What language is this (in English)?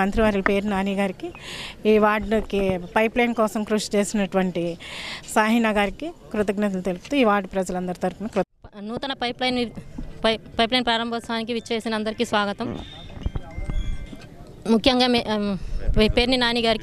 Telugu